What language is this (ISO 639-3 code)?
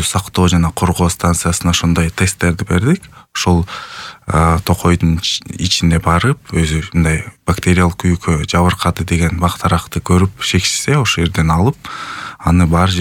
kir